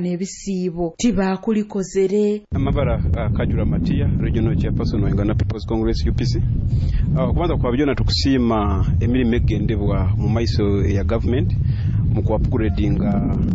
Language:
Nyoro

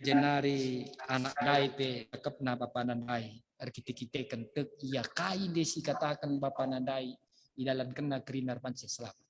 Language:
Batak Karo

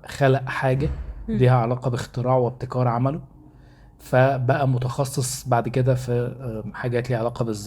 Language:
Egyptian Arabic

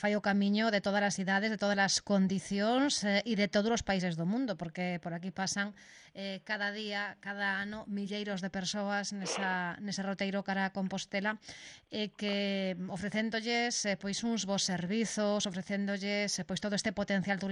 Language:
Galician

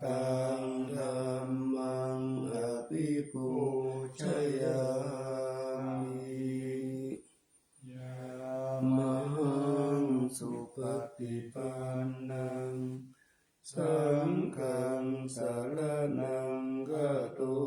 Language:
Pali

